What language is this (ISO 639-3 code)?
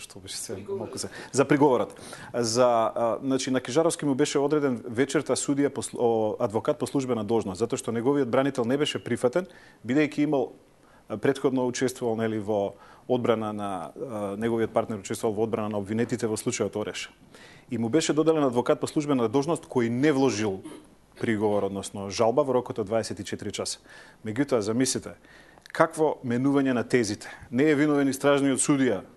mkd